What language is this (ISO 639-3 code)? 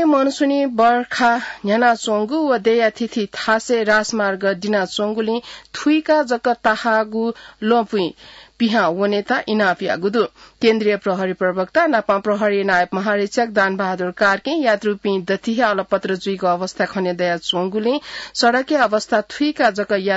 new